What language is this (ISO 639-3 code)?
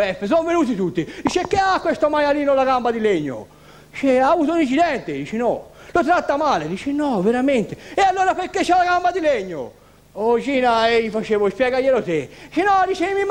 ita